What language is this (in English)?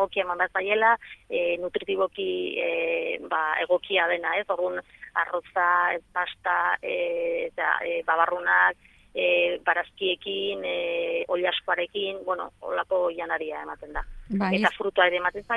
Basque